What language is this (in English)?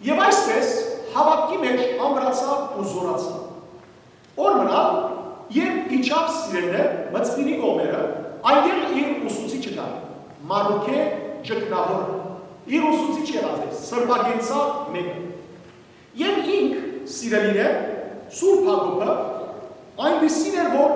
Western Armenian